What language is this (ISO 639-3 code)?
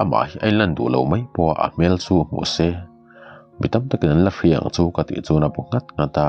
lus